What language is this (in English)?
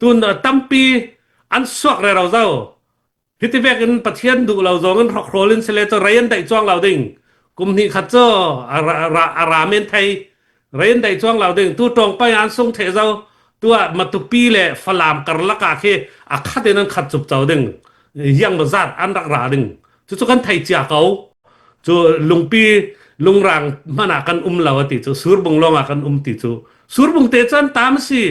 Falam Chin